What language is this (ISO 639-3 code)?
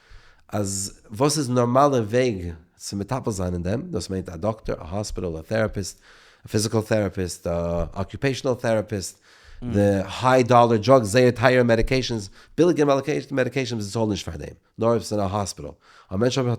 yid